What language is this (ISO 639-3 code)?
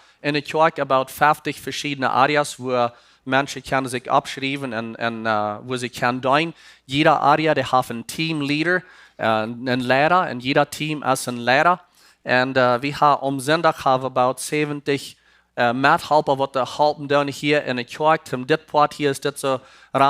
pdt